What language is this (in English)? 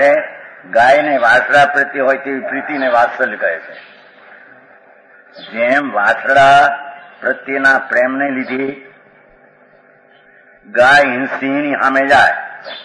Gujarati